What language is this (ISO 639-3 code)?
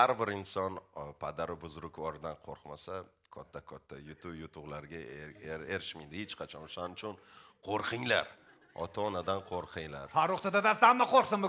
uzb